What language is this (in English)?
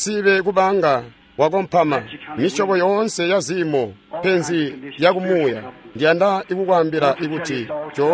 Tonga (Zambia)